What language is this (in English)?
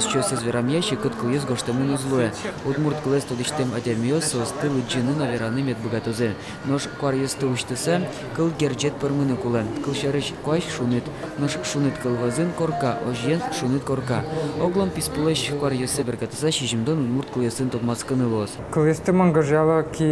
Udmurt